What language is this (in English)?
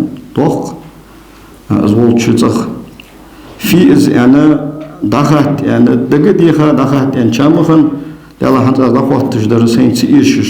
Ingush